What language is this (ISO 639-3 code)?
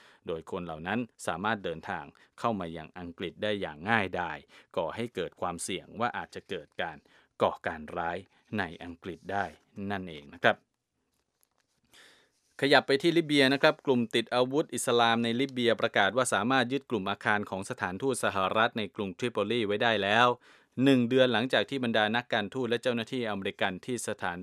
tha